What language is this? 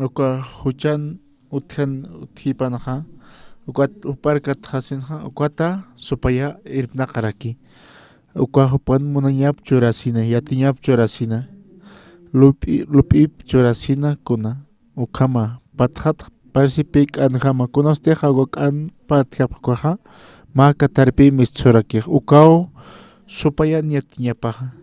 Aymara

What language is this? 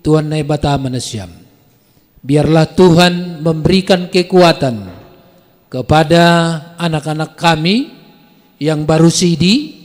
Batak Simalungun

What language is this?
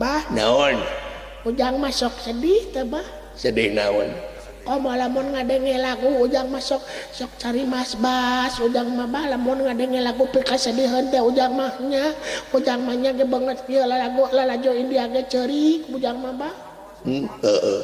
Sundanese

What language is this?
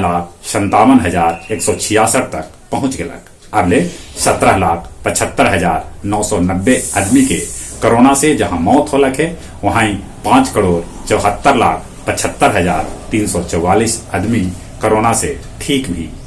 Magahi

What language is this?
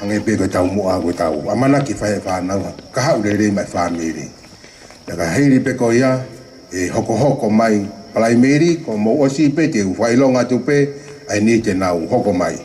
Tongan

